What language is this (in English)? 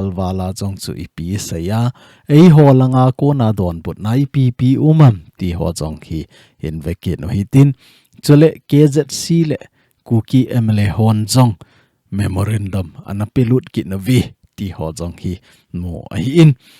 Thado Chin